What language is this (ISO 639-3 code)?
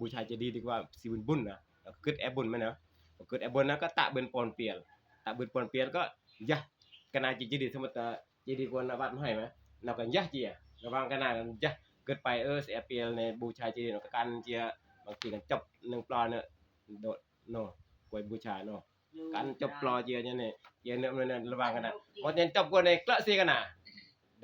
tts